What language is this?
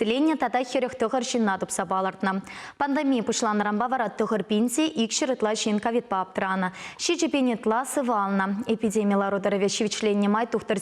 Chuvash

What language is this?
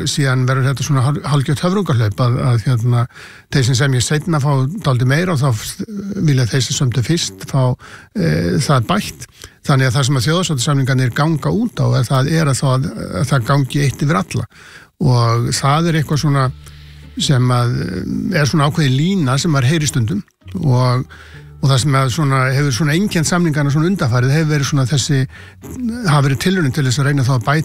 Icelandic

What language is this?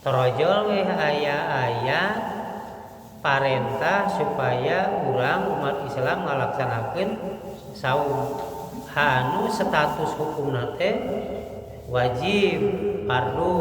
Sundanese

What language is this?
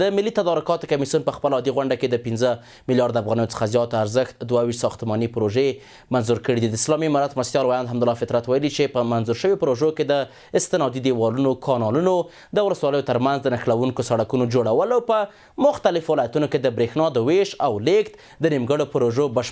Pashto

